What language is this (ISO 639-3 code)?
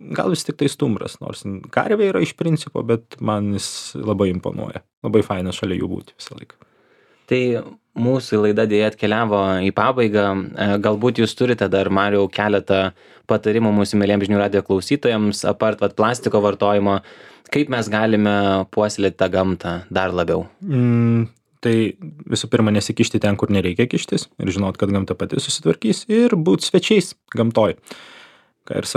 lit